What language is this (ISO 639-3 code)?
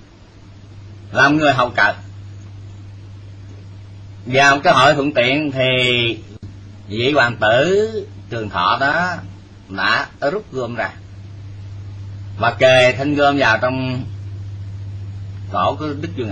vie